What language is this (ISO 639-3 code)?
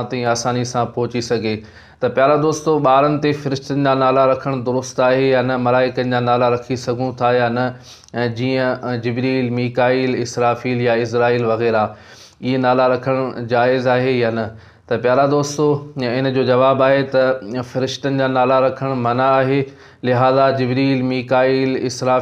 snd